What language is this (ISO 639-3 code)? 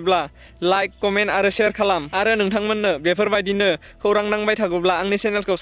brx